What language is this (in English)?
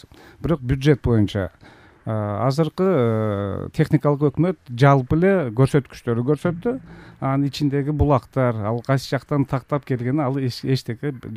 Kyrgyz